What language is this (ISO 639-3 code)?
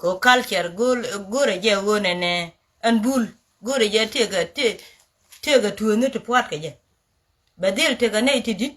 nus